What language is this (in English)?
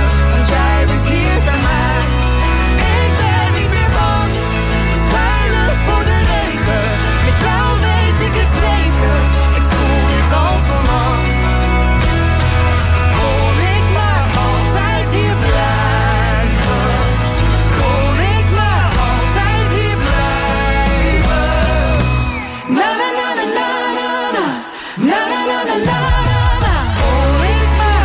Dutch